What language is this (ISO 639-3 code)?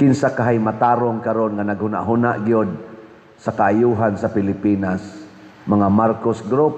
ceb